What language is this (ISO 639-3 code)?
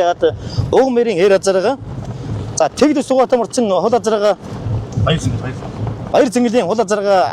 mon